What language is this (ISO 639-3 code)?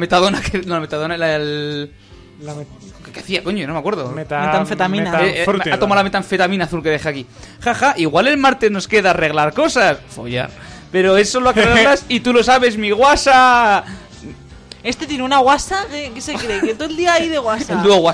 spa